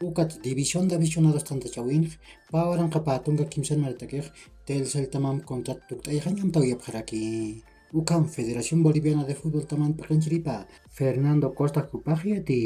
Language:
Aymara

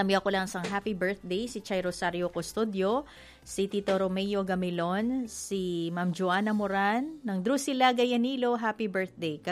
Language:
Hiligaynon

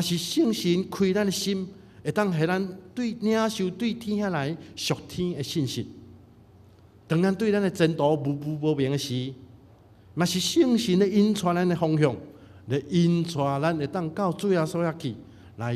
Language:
Min Nan Chinese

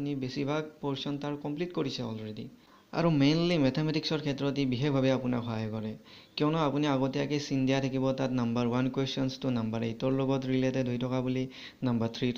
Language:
Assamese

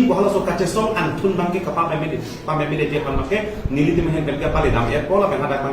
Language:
Karbi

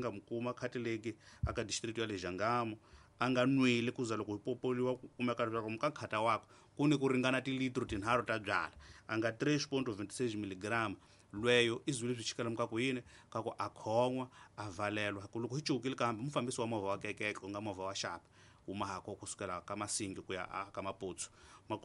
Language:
Tsonga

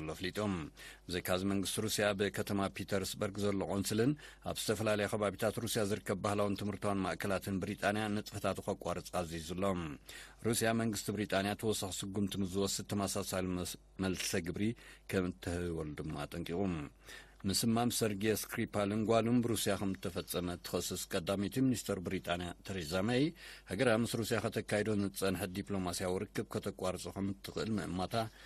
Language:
Tigrinya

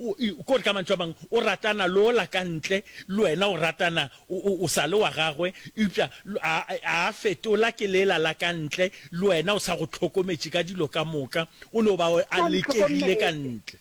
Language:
Northern Sotho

